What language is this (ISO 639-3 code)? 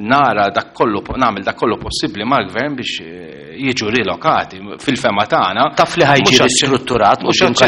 mlt